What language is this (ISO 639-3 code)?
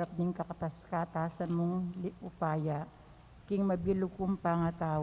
pam